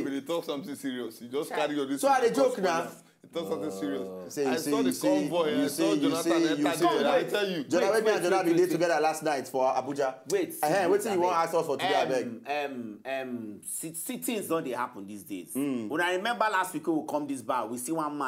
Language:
Nigerian Pidgin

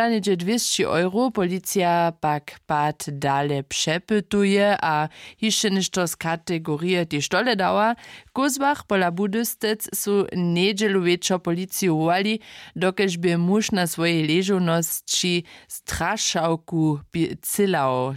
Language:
Upper Sorbian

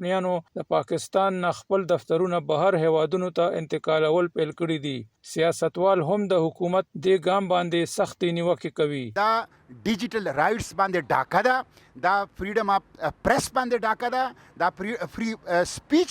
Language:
Pashto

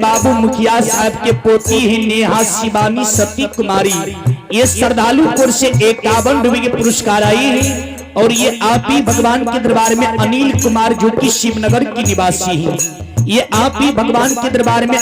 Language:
Maithili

